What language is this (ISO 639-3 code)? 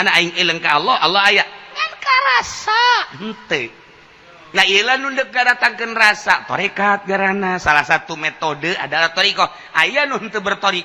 sun